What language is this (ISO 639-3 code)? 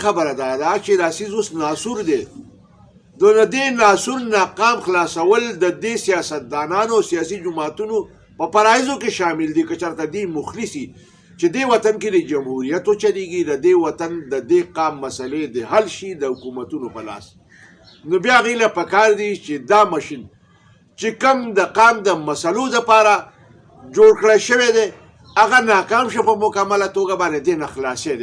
pus